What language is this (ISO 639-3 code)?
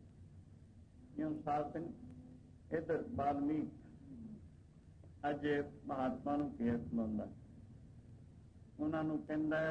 pan